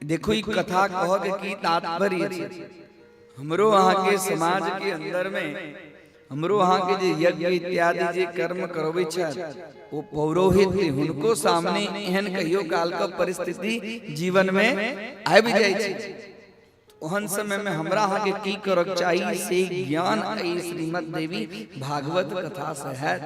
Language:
Maithili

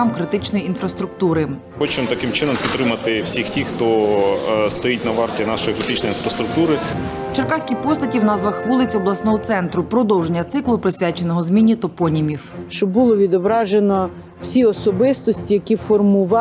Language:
Ukrainian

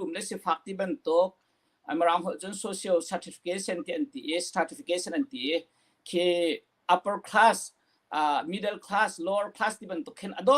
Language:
Hakha Chin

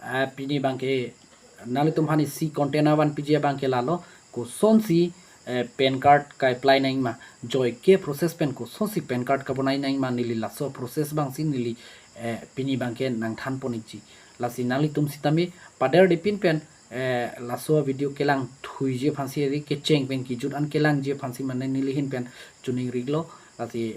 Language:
Karbi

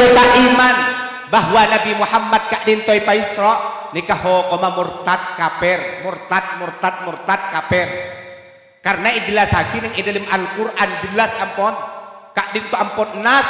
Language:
Madurese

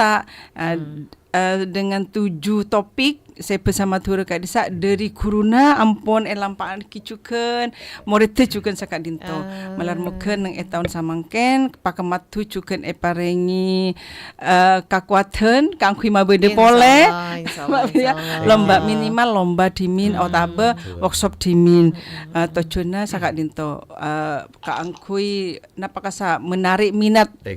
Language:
Madurese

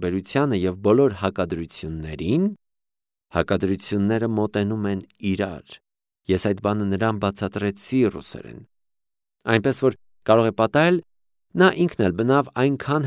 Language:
Armenian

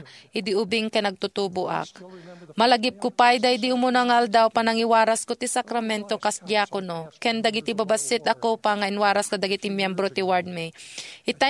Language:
Iloko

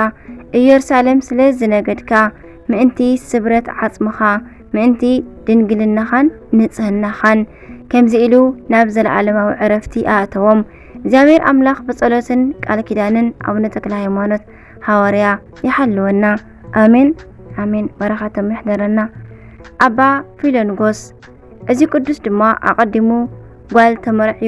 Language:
Tigrinya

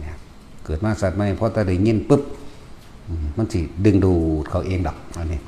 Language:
Northeastern Thai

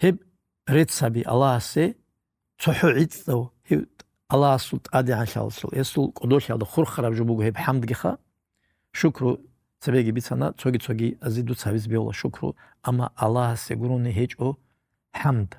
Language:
Avaric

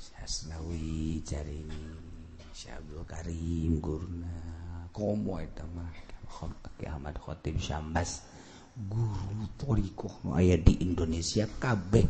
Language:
Sundanese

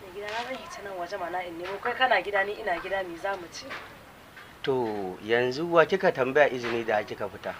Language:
Hausa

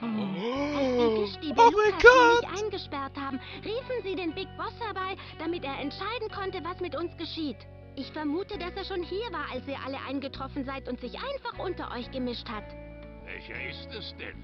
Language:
Swiss German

